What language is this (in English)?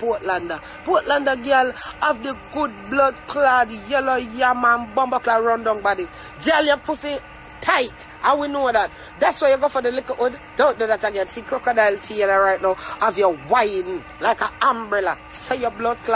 Jamaican Creole English